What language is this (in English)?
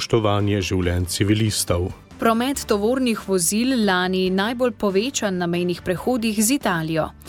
Slovenian